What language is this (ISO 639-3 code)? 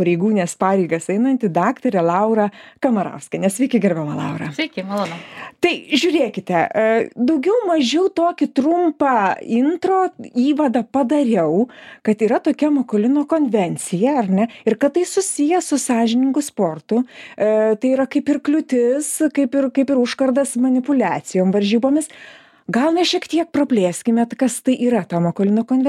lit